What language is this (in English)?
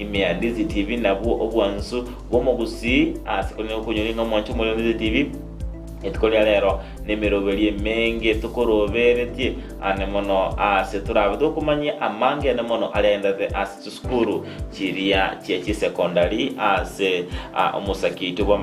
Gusii